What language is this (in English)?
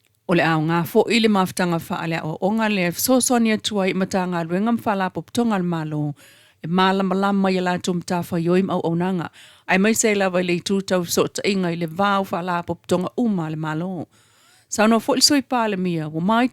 Samoan